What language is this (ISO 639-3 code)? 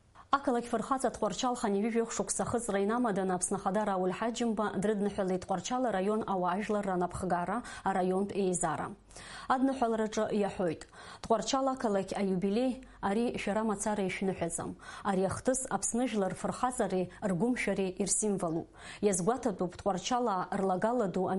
abk